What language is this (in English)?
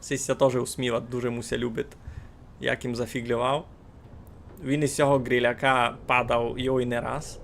Rusyn